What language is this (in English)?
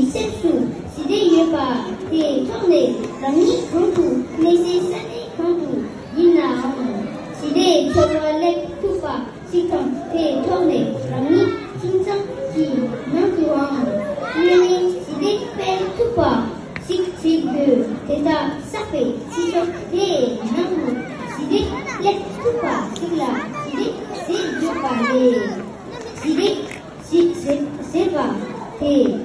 Tibetan